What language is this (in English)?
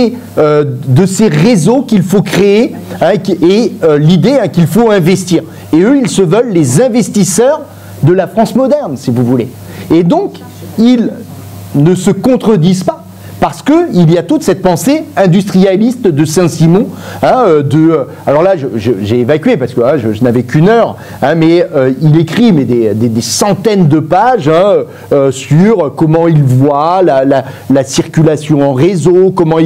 French